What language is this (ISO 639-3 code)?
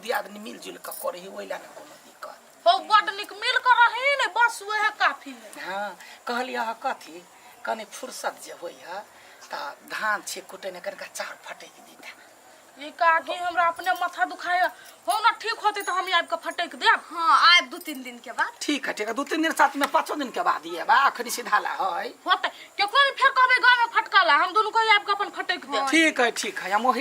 mai